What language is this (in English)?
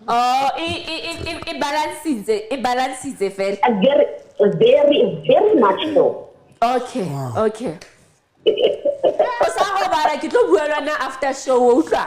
Southern Sotho